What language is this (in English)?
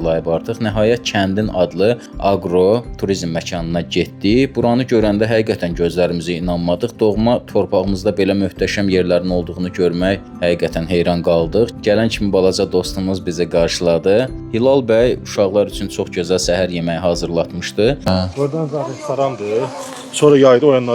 Azerbaijani